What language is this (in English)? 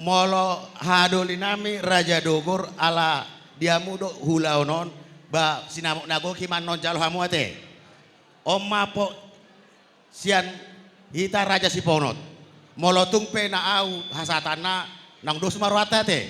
Batak Toba